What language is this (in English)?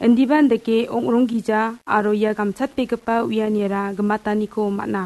Garo